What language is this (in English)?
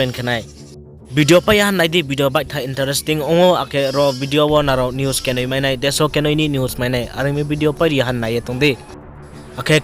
Riang (India)